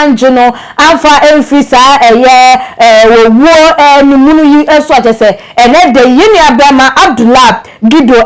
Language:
Akan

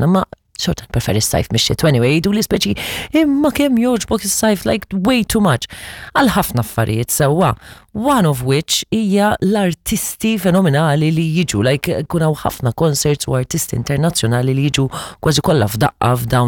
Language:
Maltese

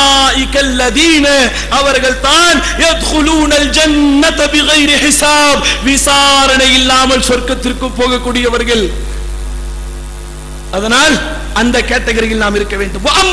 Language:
Tamil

